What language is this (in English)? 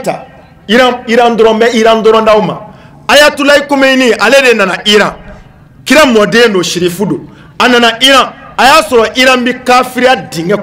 Bambara